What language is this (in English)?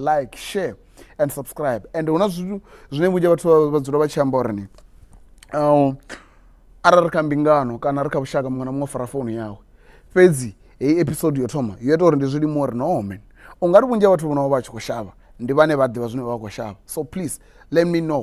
Venda